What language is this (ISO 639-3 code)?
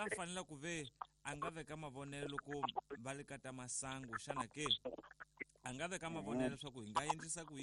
tso